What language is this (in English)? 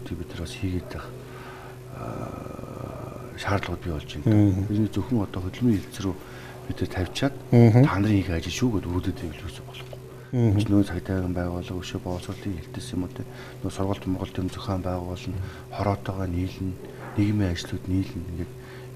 Mongolian